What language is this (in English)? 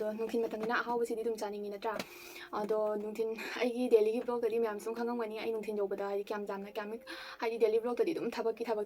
Manipuri